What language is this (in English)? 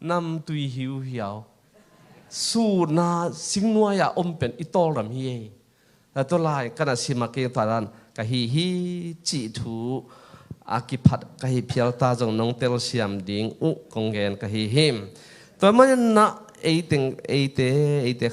Tedim Chin